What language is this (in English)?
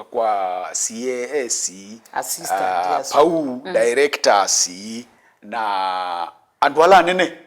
Kamba